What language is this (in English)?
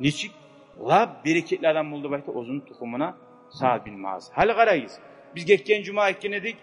Kumyk